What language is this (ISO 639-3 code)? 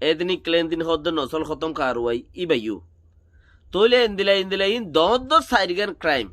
rhg